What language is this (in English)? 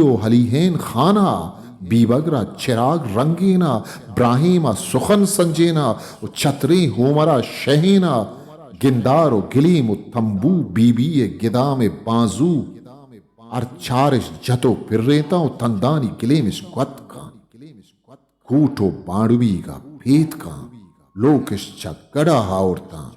Eastern Balochi